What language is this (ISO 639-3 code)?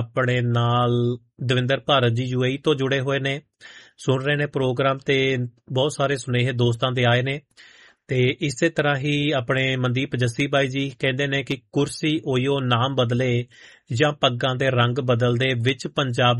pan